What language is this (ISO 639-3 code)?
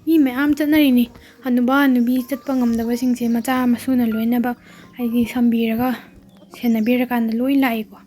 mni